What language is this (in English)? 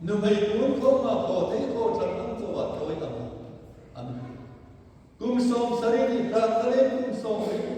Hmar